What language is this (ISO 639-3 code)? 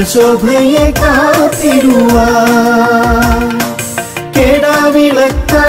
mal